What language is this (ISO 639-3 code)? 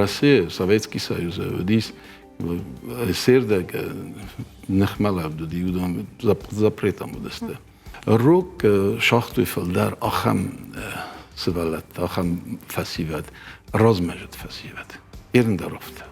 oss